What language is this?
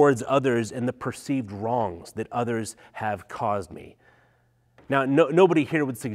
English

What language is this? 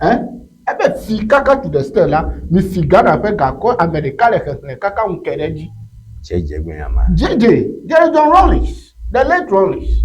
Ewe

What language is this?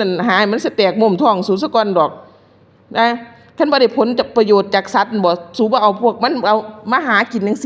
Lao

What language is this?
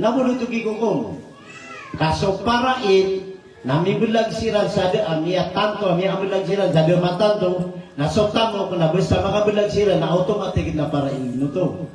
Maranao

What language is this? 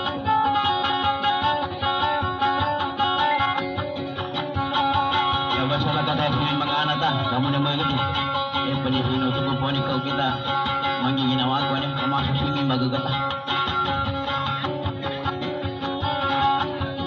Indonesian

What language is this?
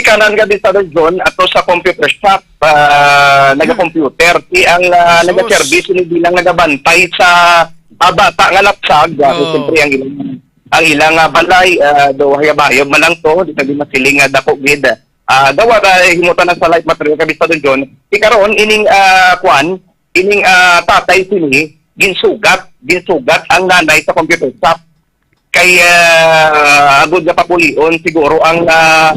Hiligaynon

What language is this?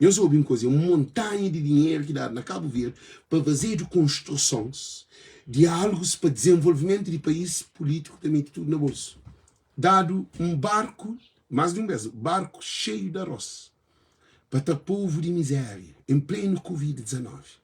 Kabuverdianu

